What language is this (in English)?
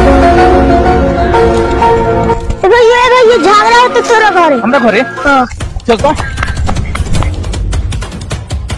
Bhojpuri